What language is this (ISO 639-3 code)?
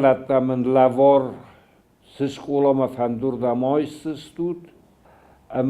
oss